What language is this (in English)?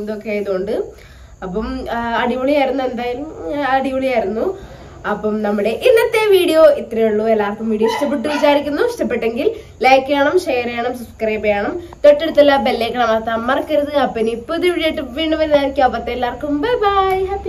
Malayalam